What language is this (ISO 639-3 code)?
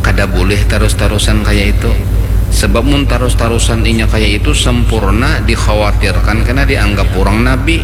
bjn